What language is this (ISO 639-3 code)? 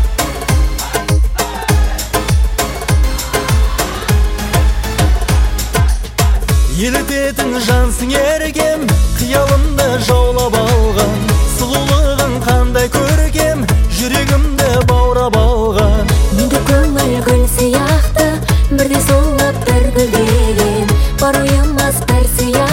kaz